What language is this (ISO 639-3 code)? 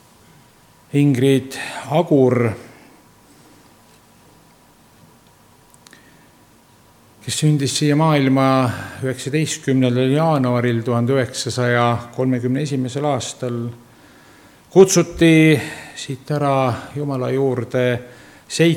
est